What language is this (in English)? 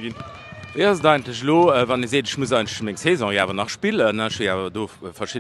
Luxembourgish